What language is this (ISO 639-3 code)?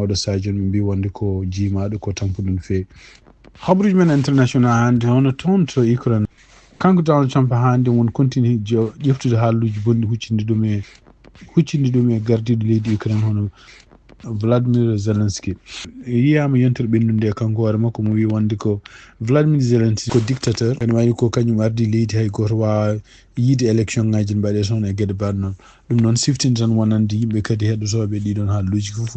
ful